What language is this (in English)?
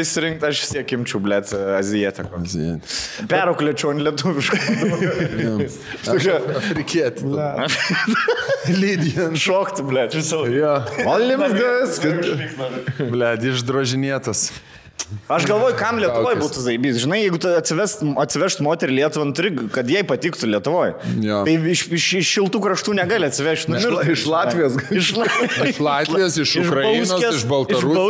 Lithuanian